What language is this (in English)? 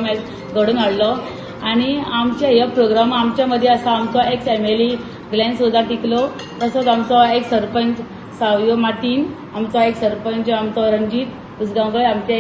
Konkani